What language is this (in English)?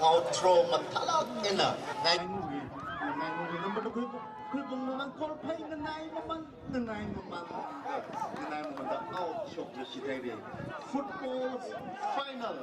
Tangkhul Naga (India)